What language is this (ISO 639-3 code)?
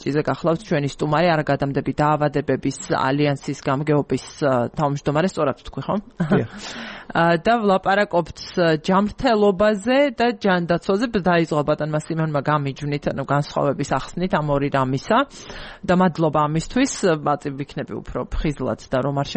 kat